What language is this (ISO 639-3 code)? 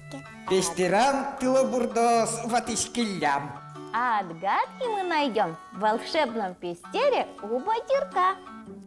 udm